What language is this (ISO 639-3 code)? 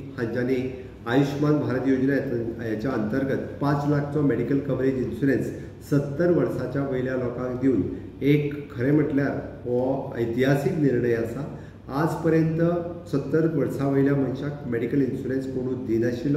kok